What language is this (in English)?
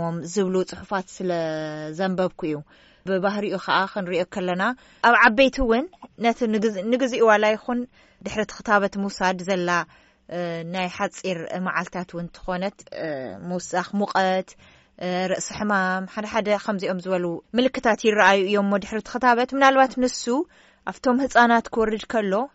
Tigrinya